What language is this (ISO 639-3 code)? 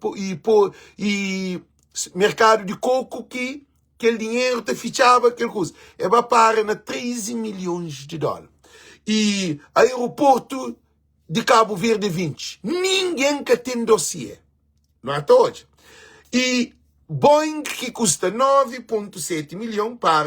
kea